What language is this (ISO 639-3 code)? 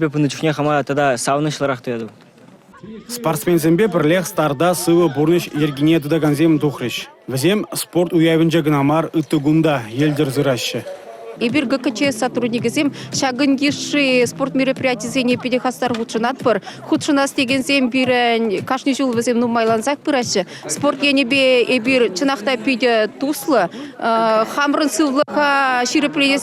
chv